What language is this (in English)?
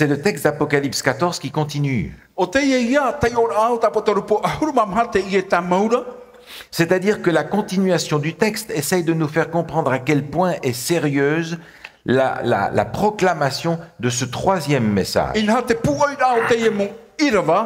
Tahitian